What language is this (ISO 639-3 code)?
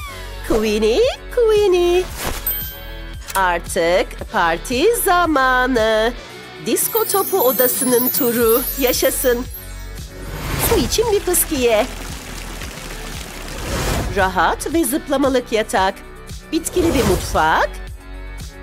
tur